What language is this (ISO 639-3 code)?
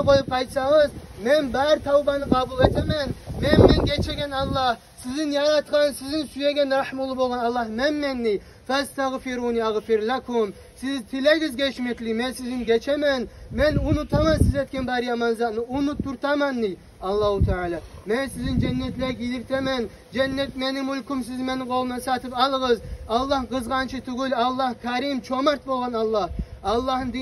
kum